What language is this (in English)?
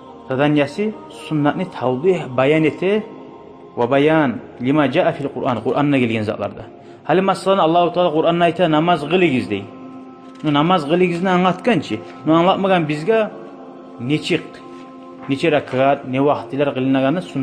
Kumyk